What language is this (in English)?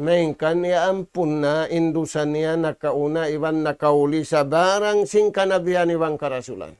Tausug